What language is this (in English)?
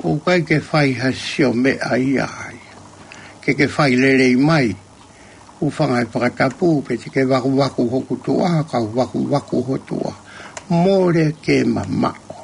Tongan